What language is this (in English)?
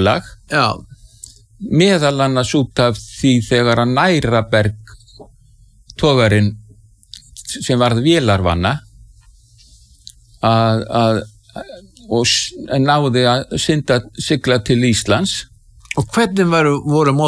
Icelandic